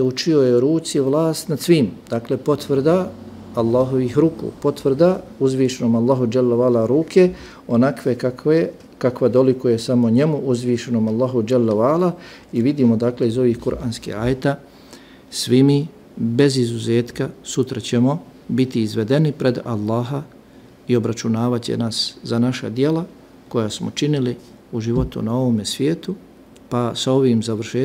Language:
Bosnian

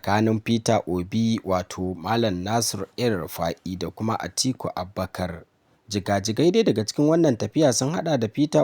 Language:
Hausa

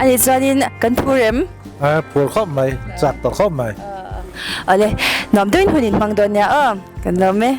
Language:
Mizo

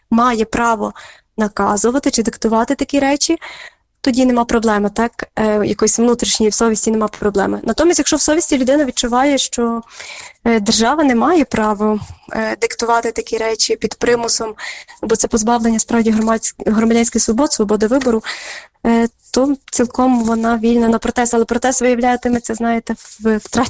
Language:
Ukrainian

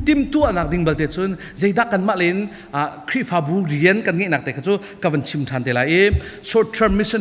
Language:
Falam Chin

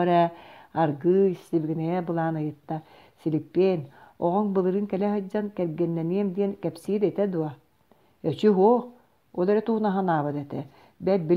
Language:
Yakut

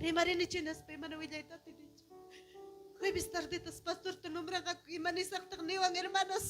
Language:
Ayacucho Quechua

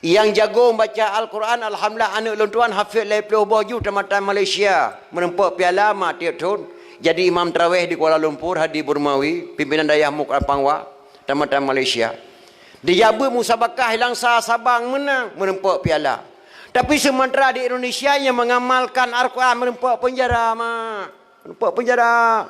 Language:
Achinese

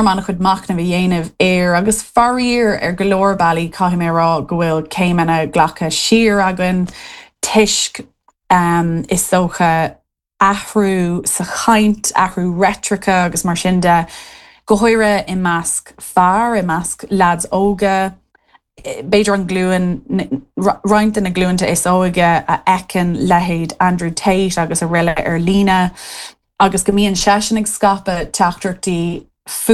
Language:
Irish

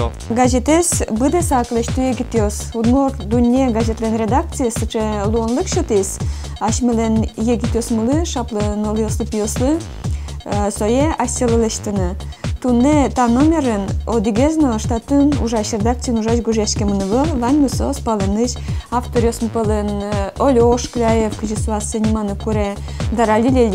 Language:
Udmurt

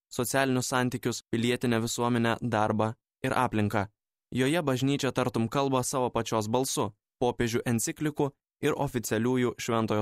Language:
Lithuanian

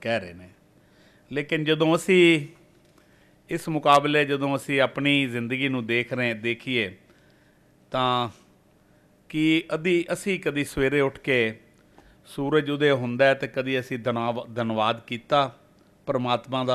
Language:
Punjabi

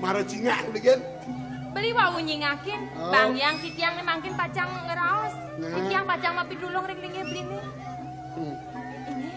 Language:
Balinese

